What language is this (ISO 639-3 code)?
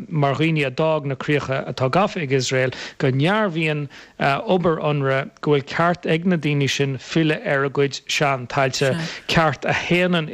gle